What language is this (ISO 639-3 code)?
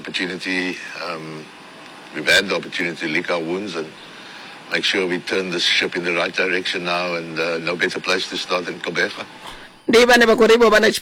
ven